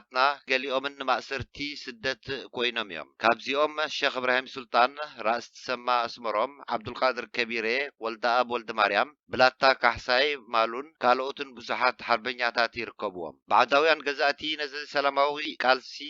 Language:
Tigrinya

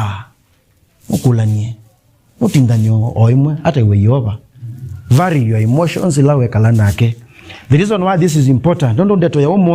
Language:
Kamba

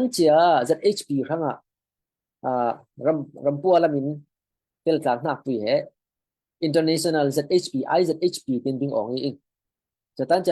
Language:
Falam Chin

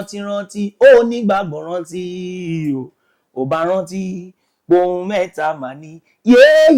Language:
Yoruba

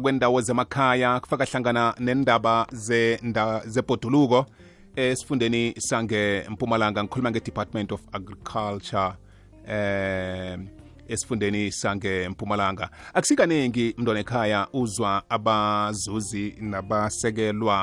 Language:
South Ndebele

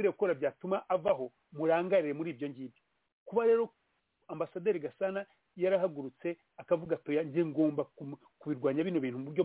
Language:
Kinyarwanda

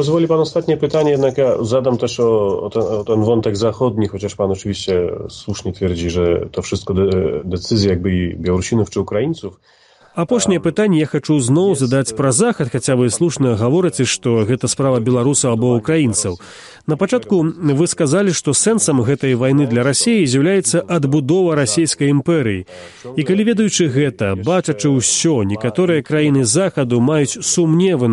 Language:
Belarusian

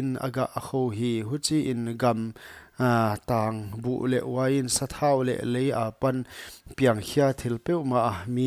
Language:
Paite Chin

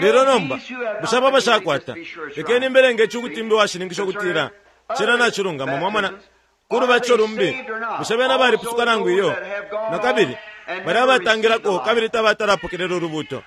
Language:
Bemba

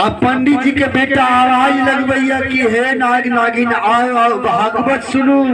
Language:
Maithili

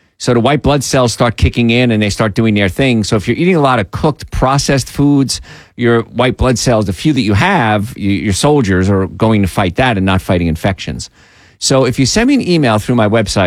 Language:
English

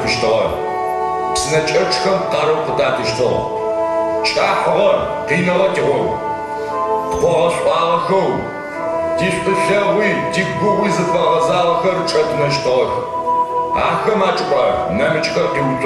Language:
Adyghe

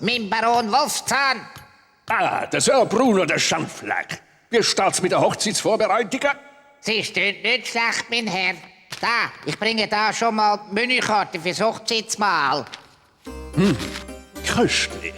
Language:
Swiss German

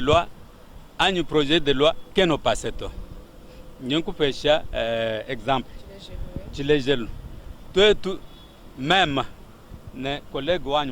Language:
Luba-Lulua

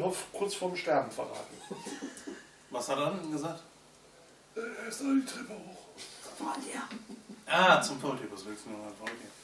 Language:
German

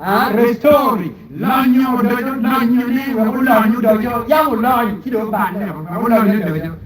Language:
Acoli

